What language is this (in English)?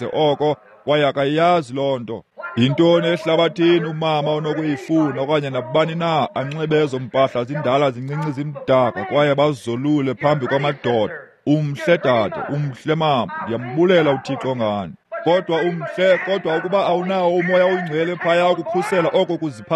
Xhosa